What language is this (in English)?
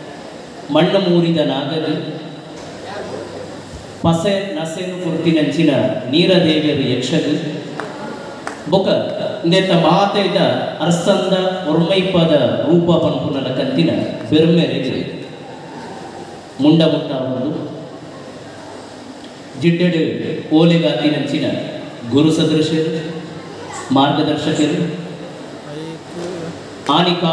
Tulu